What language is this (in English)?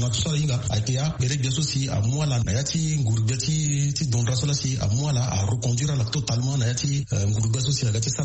Sango